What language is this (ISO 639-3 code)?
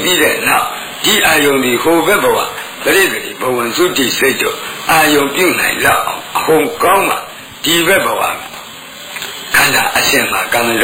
mya